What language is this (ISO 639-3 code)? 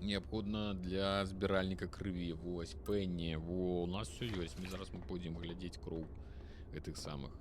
bel